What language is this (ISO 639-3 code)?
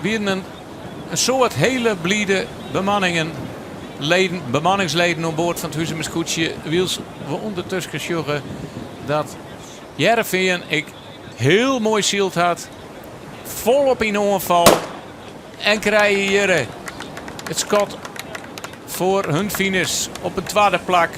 fry